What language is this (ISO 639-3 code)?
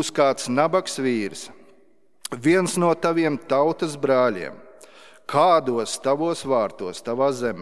lav